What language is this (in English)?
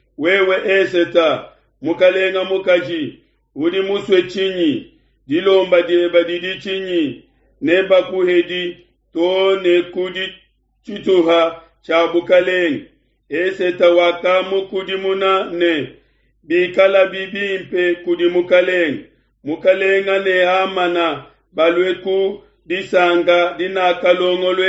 Luba-Lulua